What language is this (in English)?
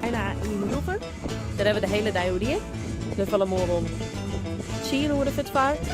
Western Frisian